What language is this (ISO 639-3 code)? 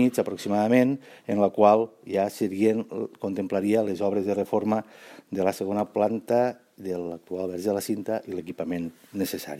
cat